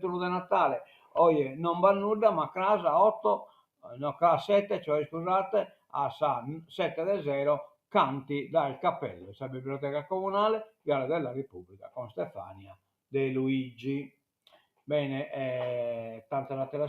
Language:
Sardinian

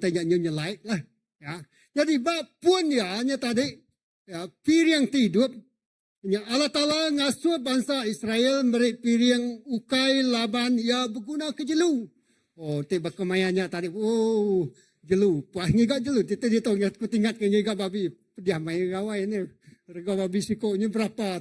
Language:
Iban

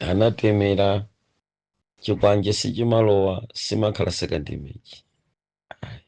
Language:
Nyanja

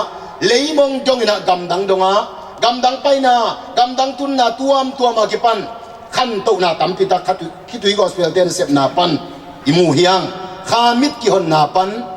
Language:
Tedim Chin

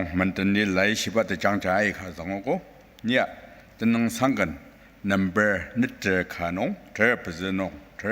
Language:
Ao Naga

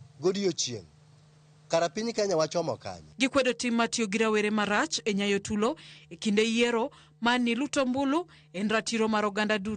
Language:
Luo (Kenya and Tanzania)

